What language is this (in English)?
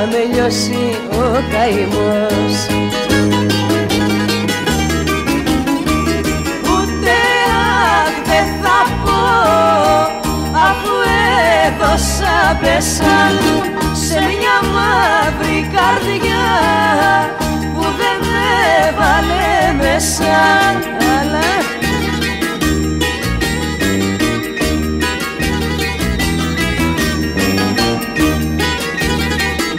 Greek